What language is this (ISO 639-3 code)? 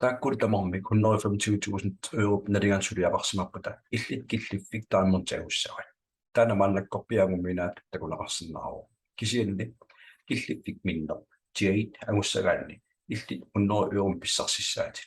kal